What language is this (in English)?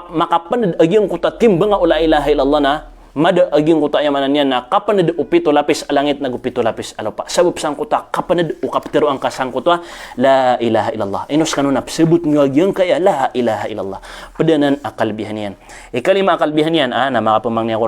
Maranao